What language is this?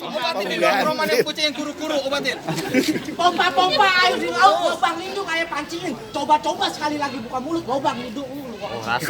Betawi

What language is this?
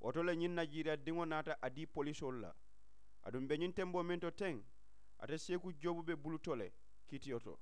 Mandingo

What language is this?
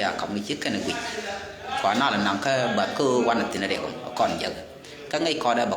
Nuer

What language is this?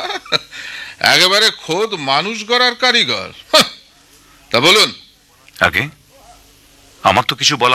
Bangla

